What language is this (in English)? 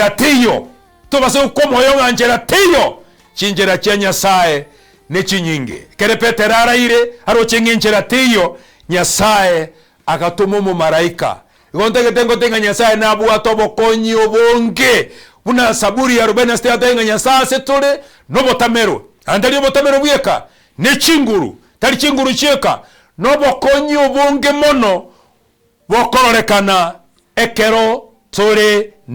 Gusii